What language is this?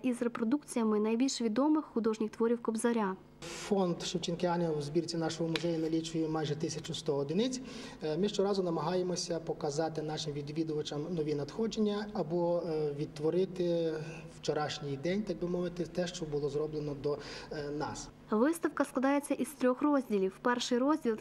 Ukrainian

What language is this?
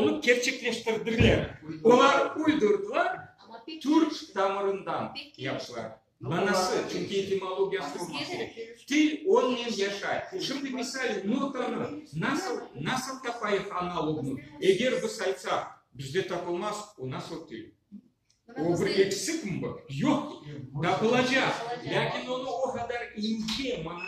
Crimean Tatar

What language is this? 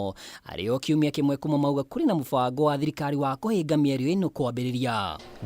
Kikuyu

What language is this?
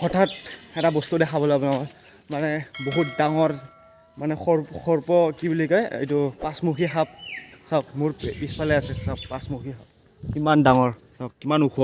Assamese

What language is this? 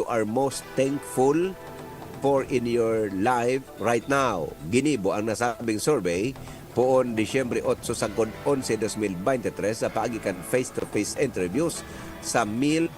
Bikol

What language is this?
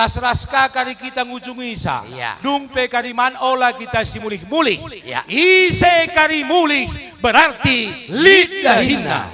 Batak Karo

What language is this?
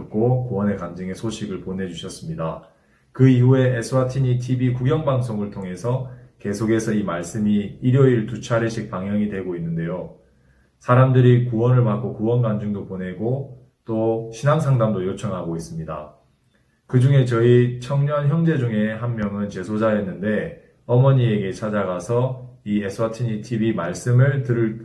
Korean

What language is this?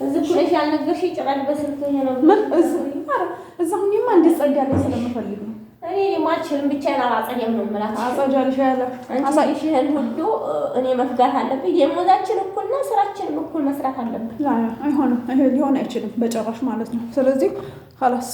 Amharic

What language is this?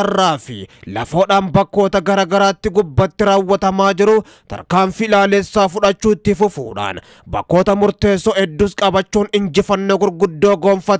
Oromo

